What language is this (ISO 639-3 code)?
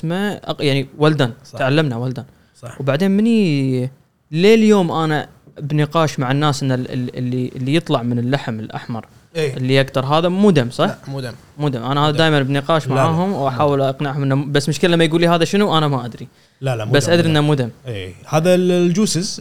afb